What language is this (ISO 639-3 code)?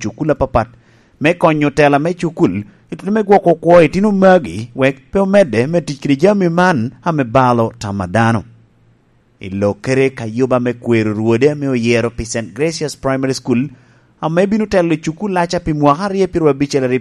laj